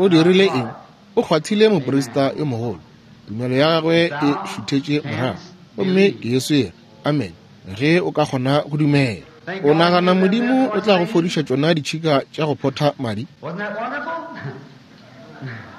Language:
Northern Sotho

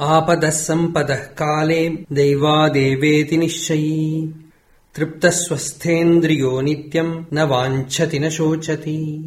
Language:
Sanskrit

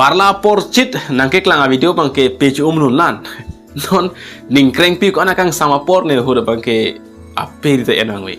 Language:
Karbi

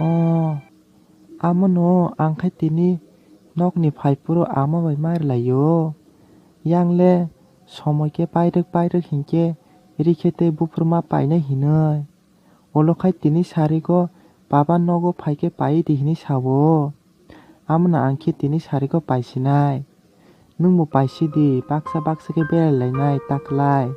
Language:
Kok Borok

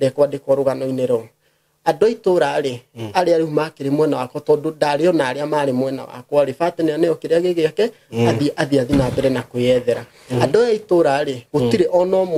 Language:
Kikuyu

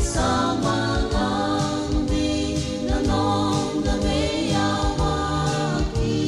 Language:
Fijian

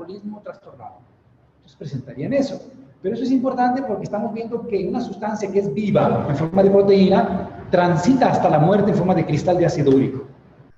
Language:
Spanish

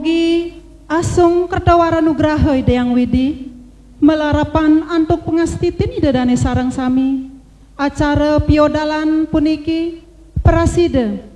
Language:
Balinese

